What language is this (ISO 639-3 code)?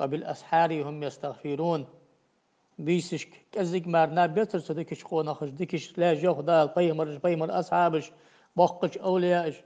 inh